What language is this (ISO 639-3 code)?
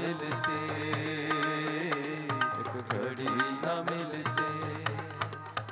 pan